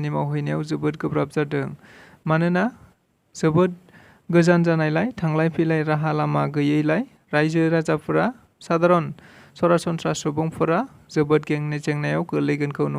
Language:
Bodo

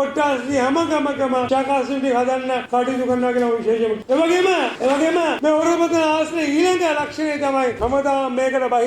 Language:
Sinhala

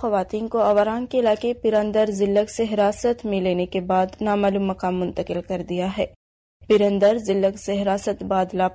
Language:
Urdu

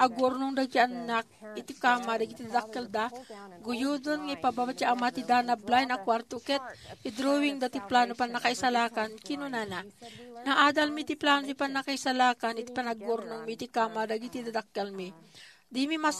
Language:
Iloko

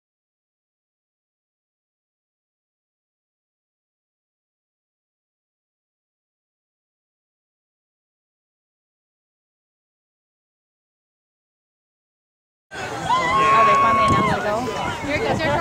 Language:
English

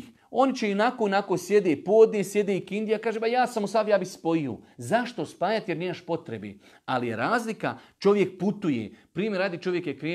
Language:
Bosnian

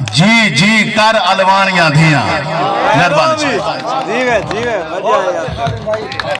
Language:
Saraiki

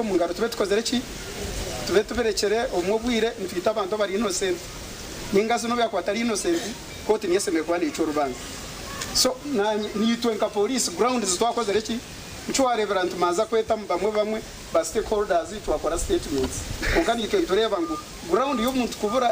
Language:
Nyankole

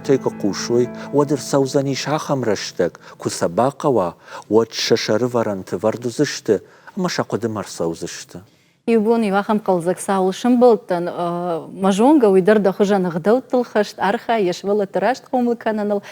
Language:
Ossetic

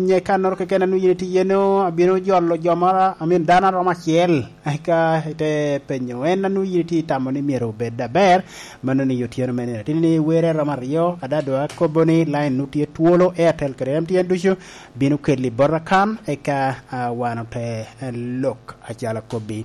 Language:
Lango (Uganda)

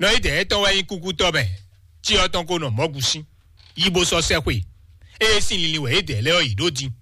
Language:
Fon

